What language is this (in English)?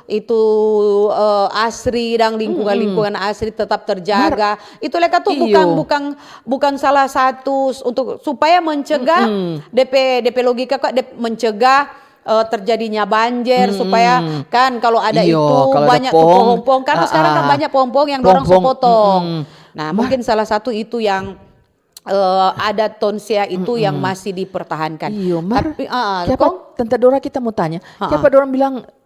Manado Malay